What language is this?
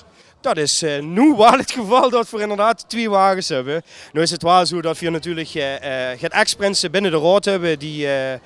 Limburgish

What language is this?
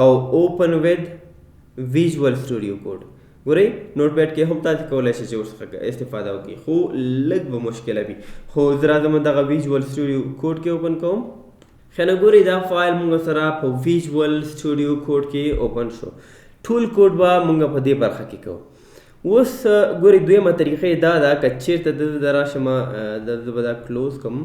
Pashto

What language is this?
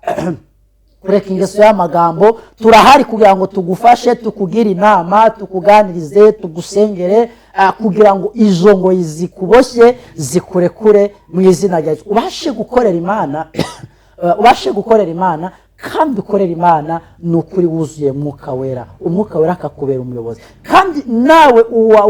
Kinyarwanda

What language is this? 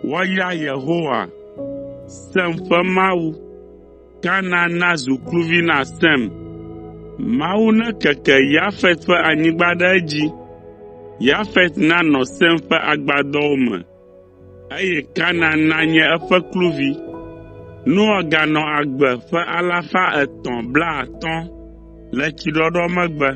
Ewe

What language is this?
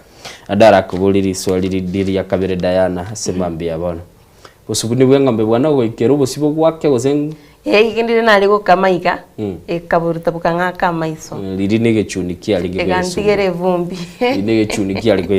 Gusii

